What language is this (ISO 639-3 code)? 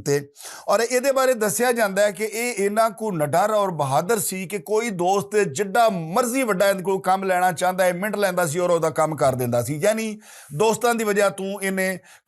lah